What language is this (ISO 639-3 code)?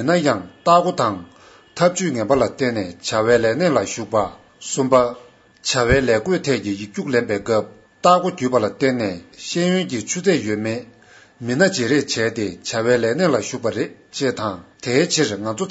bod